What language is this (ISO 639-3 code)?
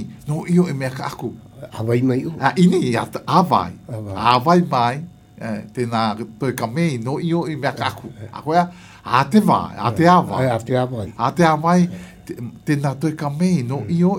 glg